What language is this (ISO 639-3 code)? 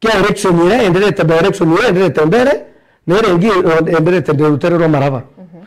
mer